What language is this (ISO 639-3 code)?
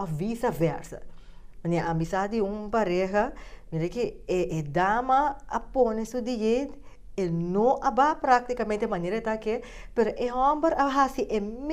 pap